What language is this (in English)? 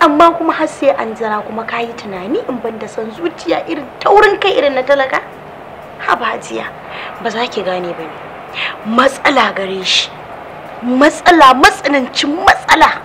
Hausa